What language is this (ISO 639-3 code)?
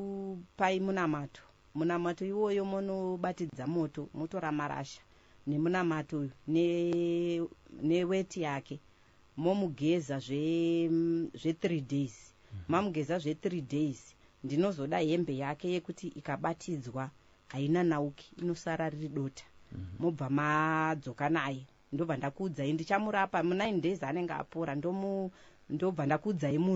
sna